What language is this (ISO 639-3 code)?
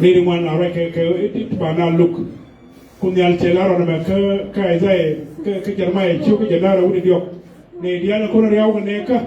nus